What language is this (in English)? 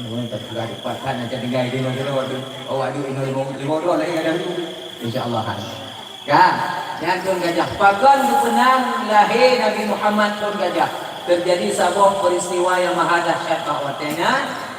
Achinese